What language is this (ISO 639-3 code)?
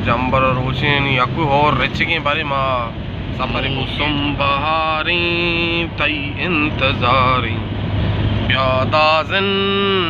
bal